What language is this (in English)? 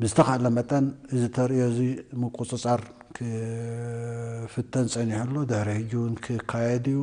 Tigrinya